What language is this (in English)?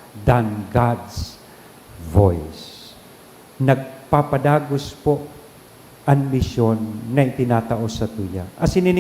Bikol